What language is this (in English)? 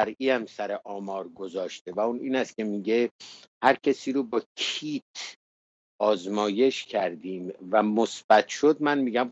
Persian